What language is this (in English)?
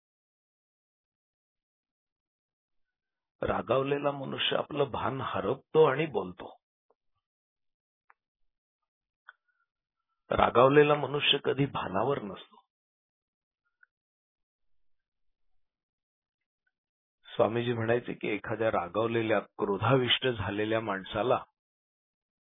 Marathi